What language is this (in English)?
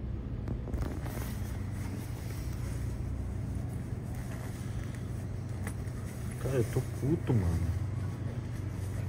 Portuguese